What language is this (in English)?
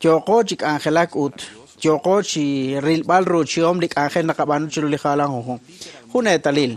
Kekchí